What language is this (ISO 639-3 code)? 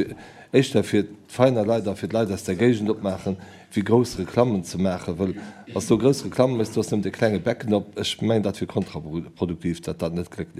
ltz